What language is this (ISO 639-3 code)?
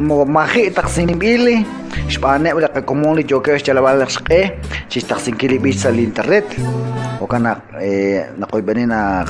kek